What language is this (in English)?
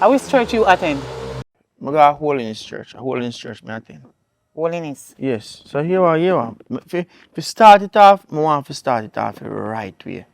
Jamaican Creole English